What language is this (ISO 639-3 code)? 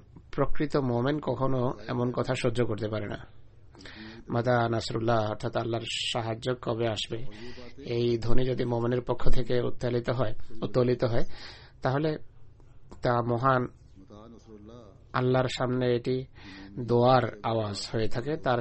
ben